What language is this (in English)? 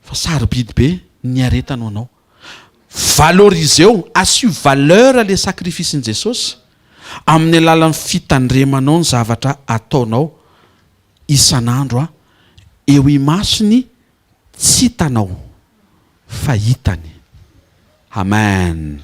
Malagasy